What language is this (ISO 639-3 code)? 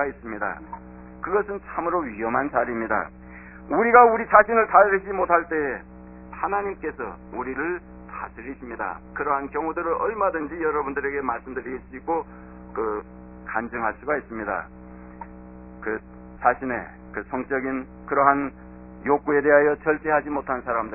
kor